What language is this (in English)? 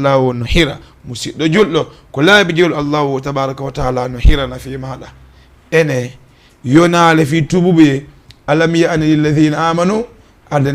Fula